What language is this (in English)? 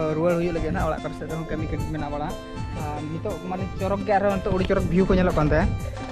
Santali